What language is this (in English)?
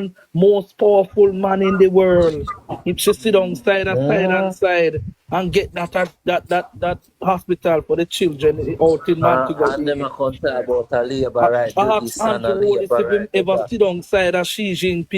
Jamaican Creole English